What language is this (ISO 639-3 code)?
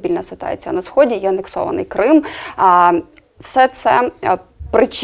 ukr